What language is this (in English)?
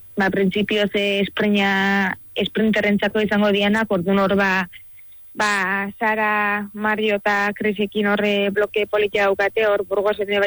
Basque